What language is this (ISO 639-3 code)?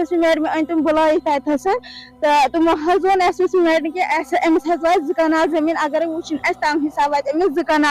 kas